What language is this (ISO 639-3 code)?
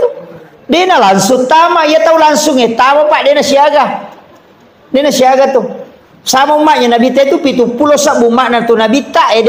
bug